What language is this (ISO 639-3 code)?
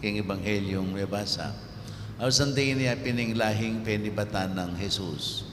pam